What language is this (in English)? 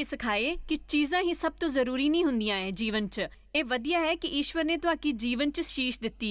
Dogri